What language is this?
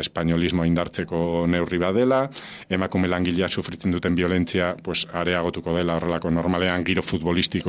Basque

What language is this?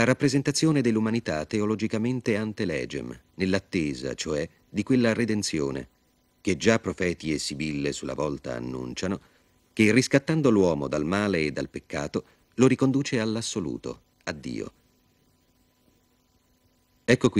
Italian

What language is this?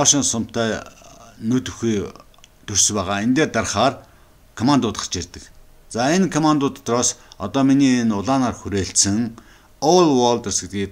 Mongolian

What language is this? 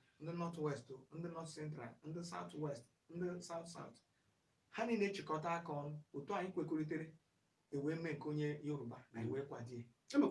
Igbo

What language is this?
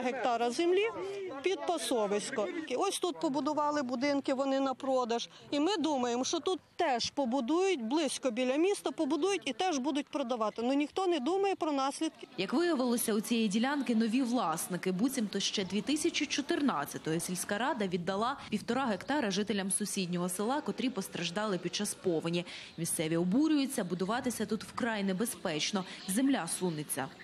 Ukrainian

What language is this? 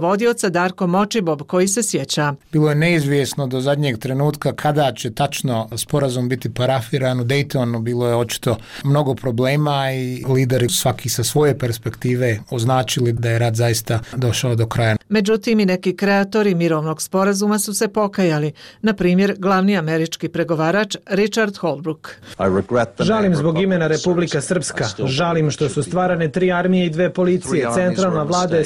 Bosnian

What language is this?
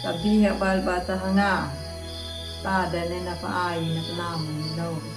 Anakalangu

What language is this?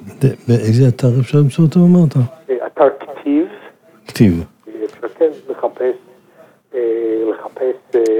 Hebrew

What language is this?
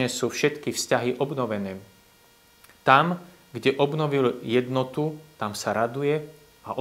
Slovak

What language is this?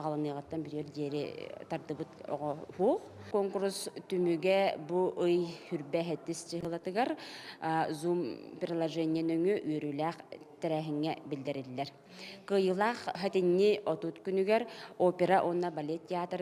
Yakut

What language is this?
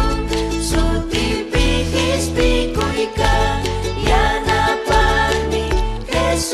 Ayacucho Quechua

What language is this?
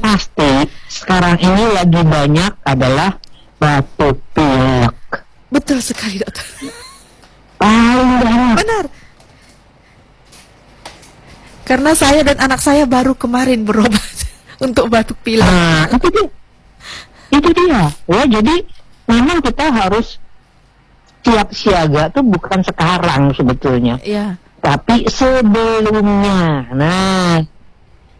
Indonesian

